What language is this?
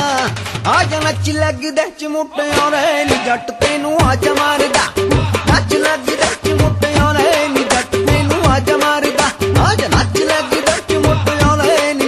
Punjabi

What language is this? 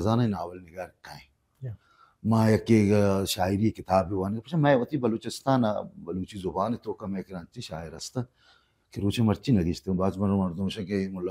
Baluchi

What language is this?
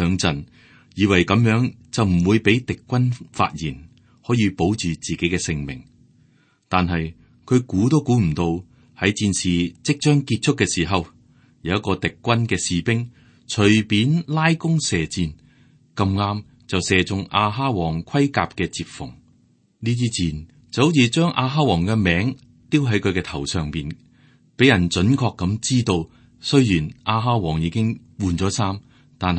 Cantonese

